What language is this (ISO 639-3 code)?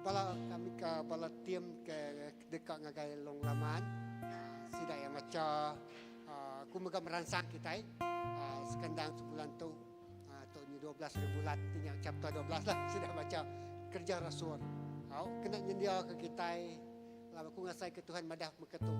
iba